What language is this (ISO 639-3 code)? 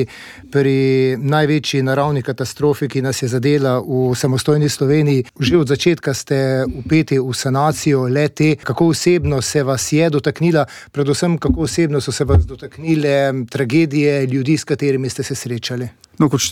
slv